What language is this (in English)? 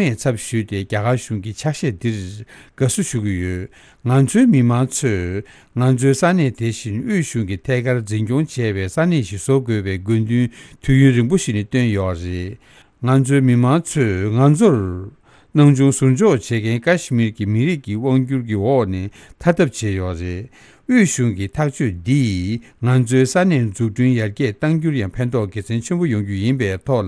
Tibetan